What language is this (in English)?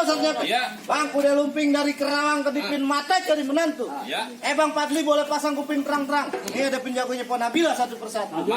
Betawi